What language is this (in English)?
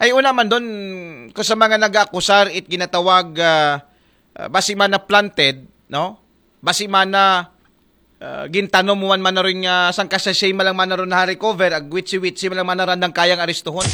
Aklanon